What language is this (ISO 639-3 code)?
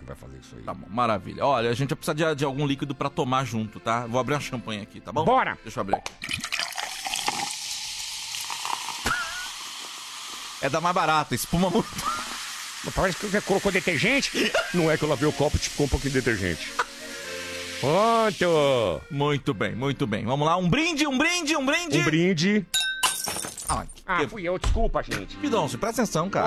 por